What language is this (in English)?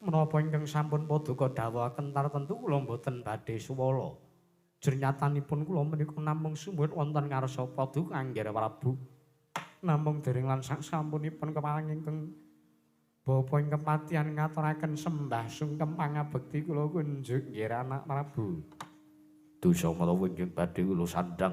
Javanese